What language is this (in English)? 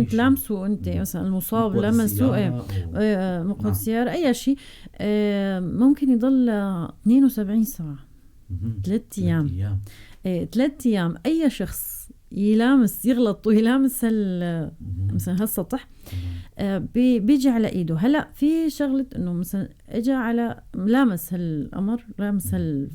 North Levantine Arabic